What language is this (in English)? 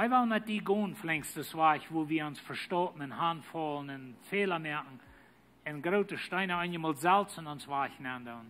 Plautdietsch